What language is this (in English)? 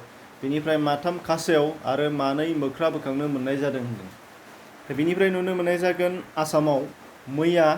Bodo